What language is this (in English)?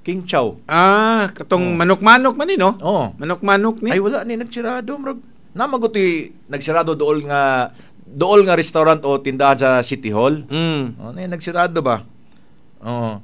Cebuano